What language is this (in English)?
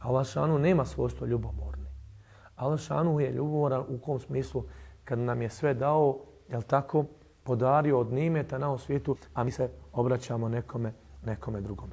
Bosnian